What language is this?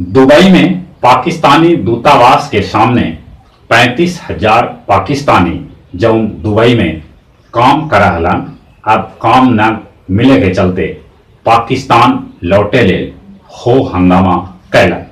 Magahi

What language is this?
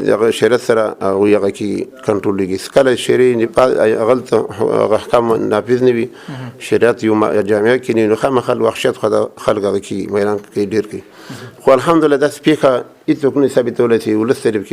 Pashto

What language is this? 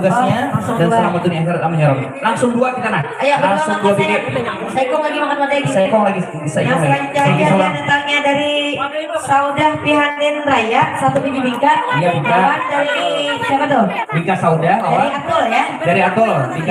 Banjar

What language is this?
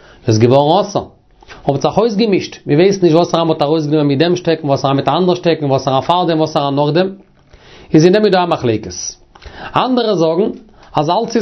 Yiddish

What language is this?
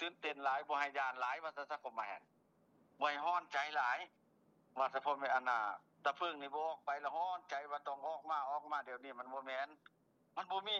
Lao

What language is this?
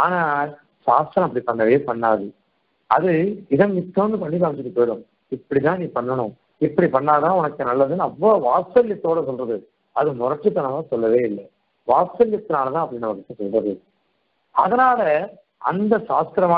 Tamil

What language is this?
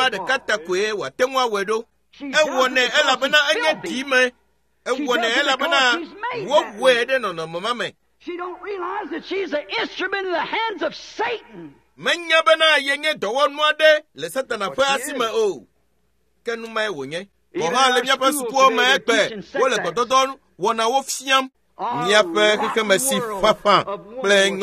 Ewe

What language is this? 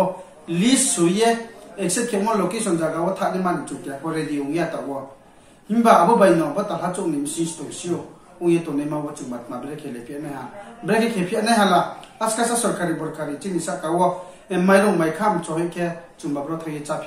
Riang (India)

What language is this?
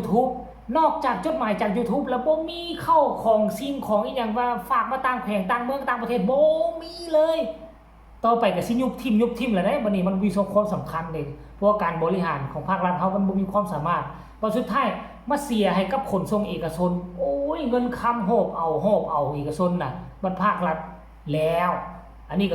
Northeastern Thai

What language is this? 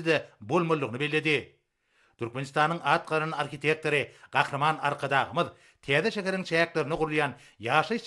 Turkmen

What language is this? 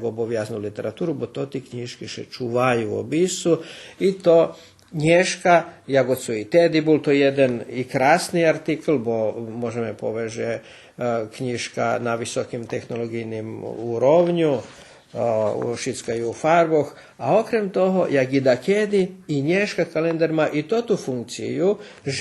Rusyn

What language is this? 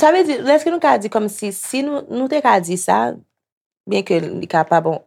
Haitian Creole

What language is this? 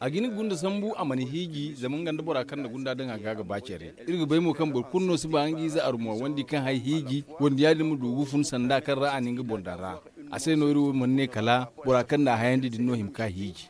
Zarma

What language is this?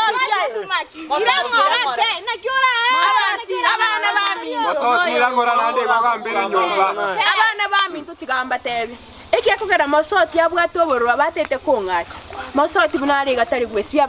Gusii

